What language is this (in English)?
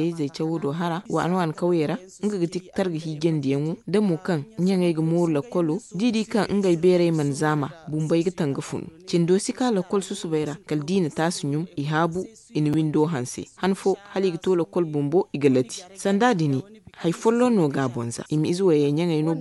Zarma